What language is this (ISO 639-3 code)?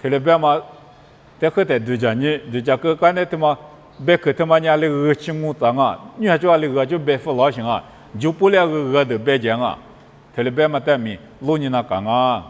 lis